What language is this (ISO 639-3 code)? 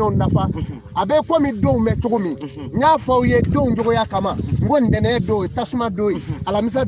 bam